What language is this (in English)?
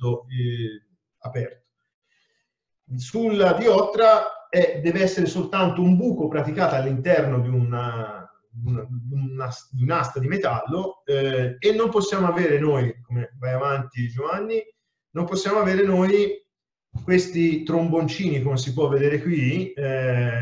Italian